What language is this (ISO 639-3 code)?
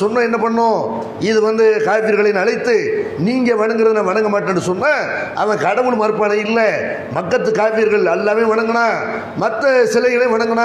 tam